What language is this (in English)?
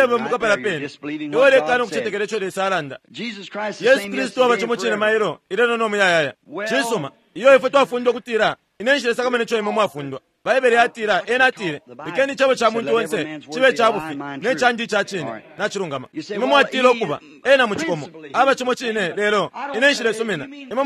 Bemba